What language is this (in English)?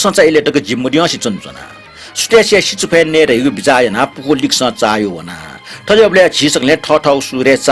Newari